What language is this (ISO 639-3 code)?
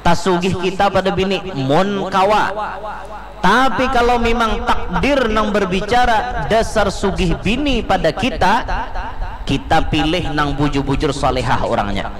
bjn